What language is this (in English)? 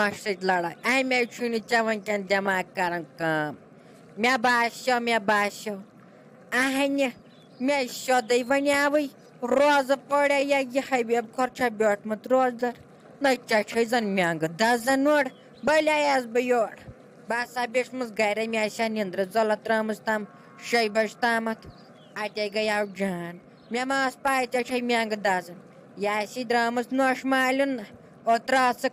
Kashmiri